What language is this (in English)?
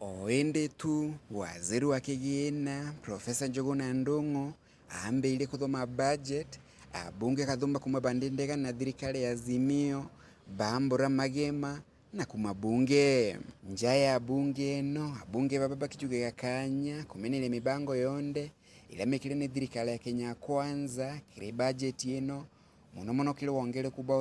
Meru